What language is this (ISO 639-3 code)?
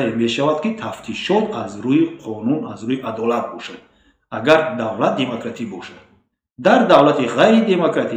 tgk